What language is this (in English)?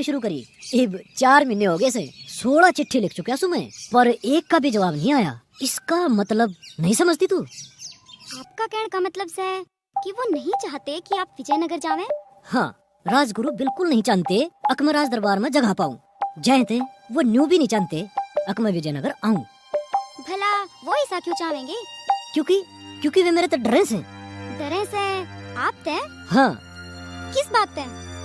Haryanvi